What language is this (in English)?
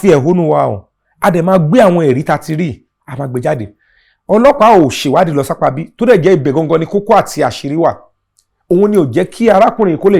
Yoruba